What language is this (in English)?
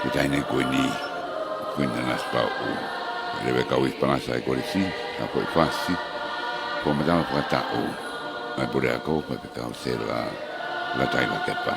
Tongan